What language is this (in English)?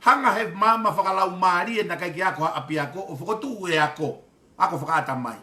Tongan